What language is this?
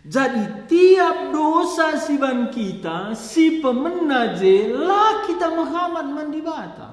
Batak Karo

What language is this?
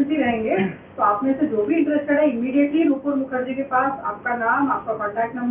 Hindi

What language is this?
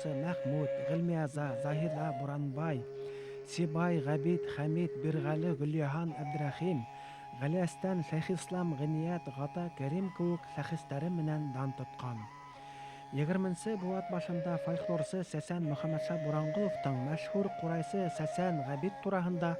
Bashkir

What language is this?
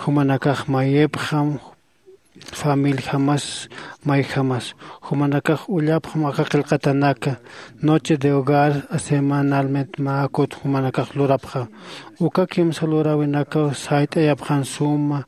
Aymara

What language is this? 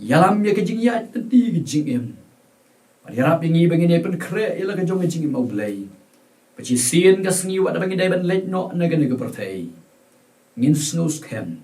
Khasi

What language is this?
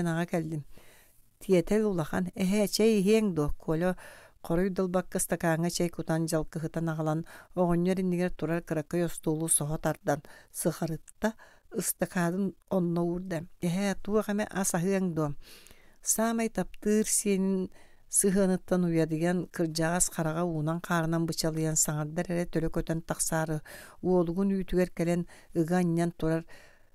Yakut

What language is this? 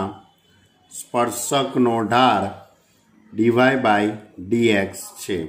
Gujarati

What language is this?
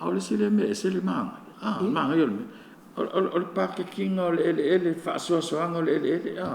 Samoan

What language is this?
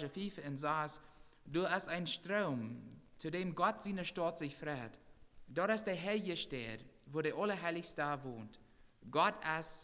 Plautdietsch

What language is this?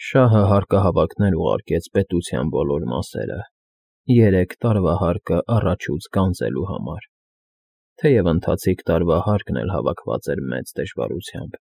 Armenian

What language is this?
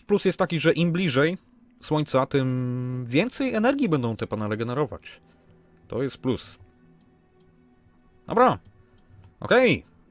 Polish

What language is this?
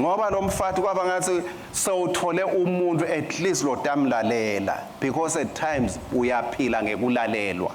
Swati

